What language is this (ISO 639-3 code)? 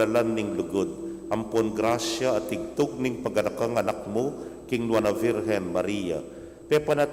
pam